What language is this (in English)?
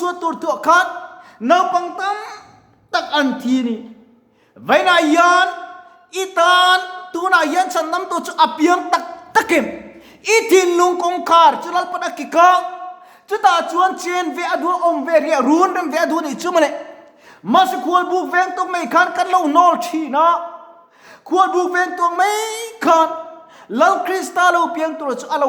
Mizo